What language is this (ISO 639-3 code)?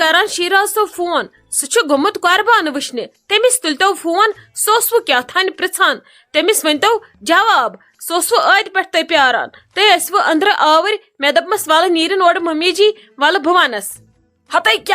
kas